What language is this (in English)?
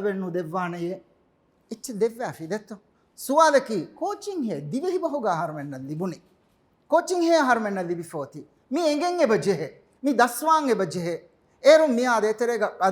Divehi